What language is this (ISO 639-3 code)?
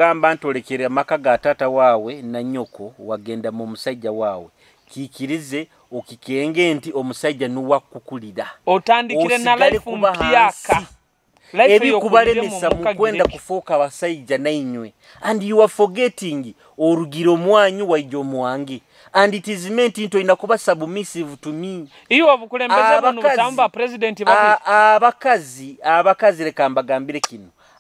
nyo